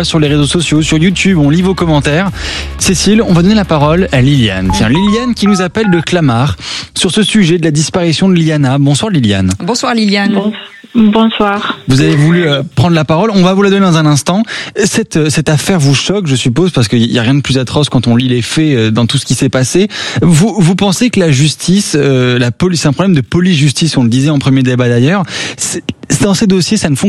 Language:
French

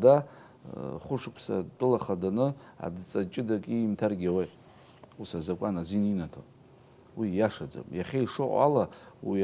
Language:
Abkhazian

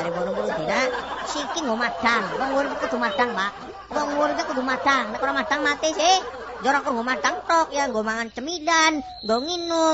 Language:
Javanese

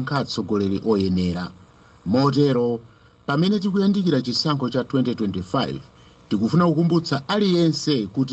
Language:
Nyanja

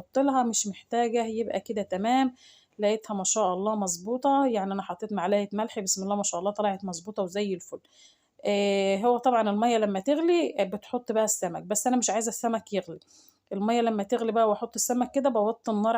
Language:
Egyptian Arabic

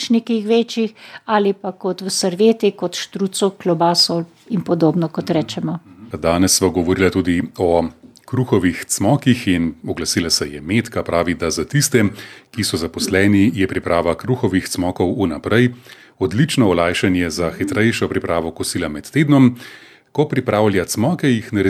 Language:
Slovenian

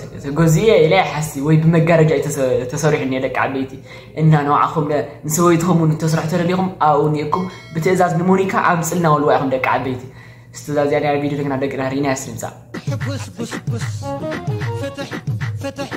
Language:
Tigrinya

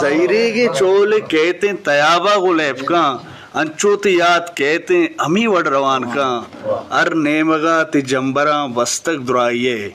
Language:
Eastern Balochi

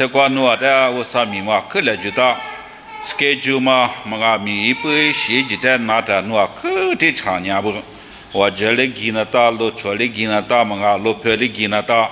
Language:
Lisu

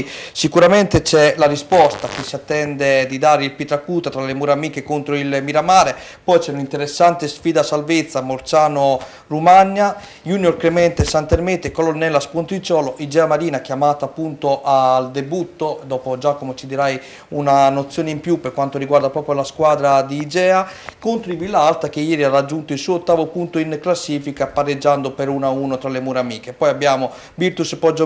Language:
Italian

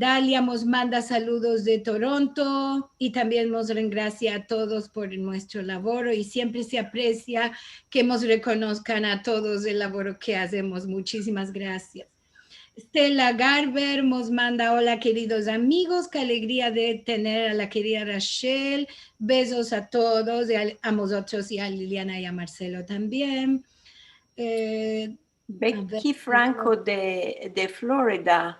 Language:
Ladino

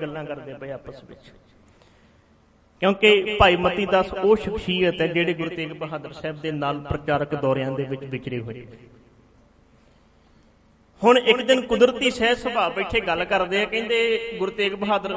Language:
Punjabi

